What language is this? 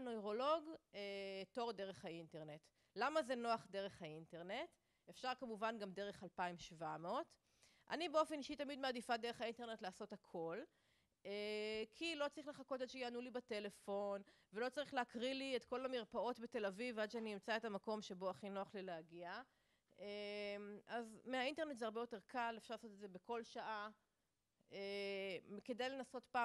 Hebrew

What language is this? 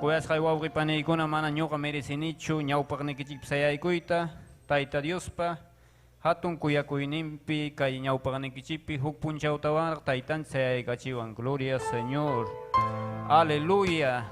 Ayacucho Quechua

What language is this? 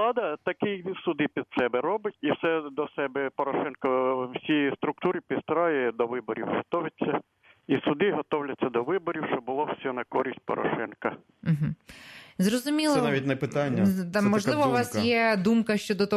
Ukrainian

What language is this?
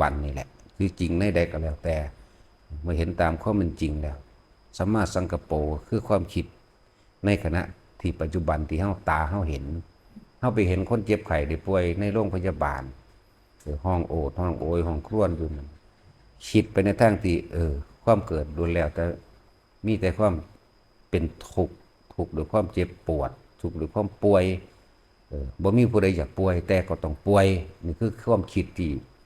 Northeastern Thai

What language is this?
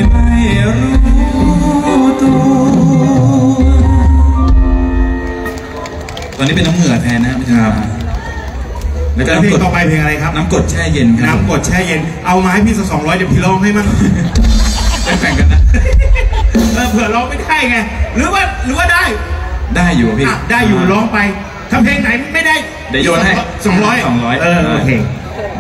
Thai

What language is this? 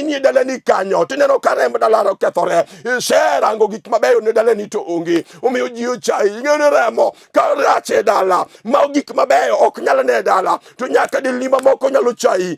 Luo (Kenya and Tanzania)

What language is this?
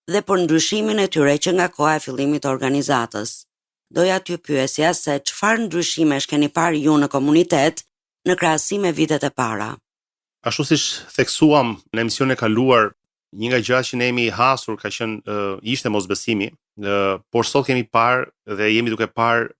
Albanian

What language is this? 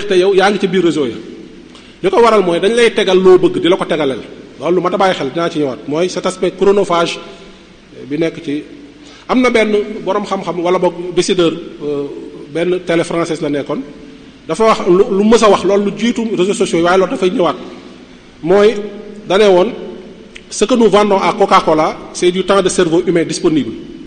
Wolof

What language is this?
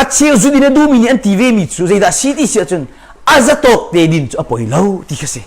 Hakha Chin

